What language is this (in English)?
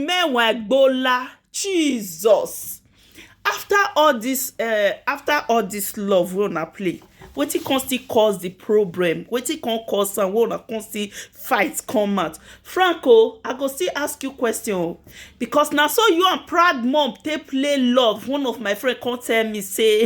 Nigerian Pidgin